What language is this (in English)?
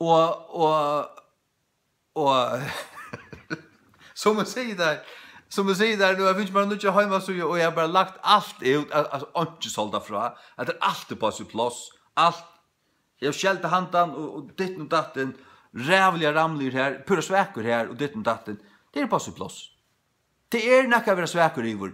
Faroese